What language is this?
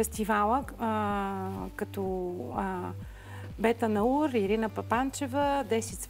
Bulgarian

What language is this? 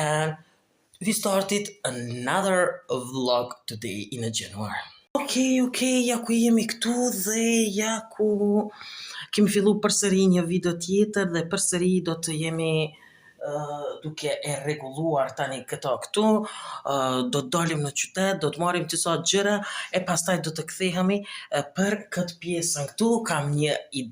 Albanian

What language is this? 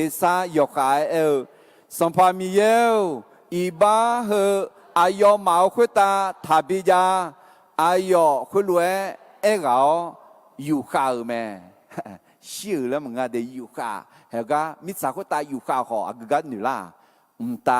Akha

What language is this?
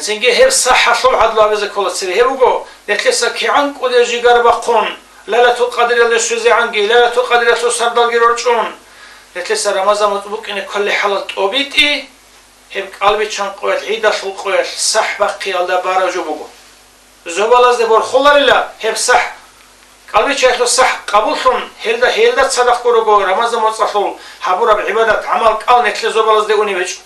Avaric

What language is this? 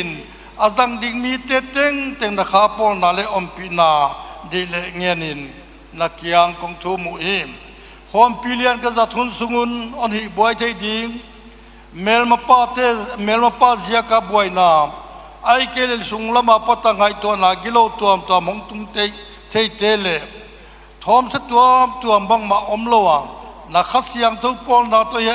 Paite Chin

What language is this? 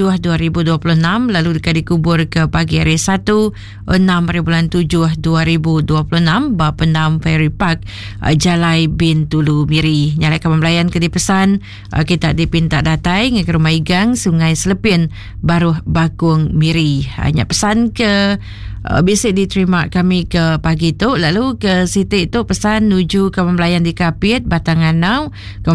Iban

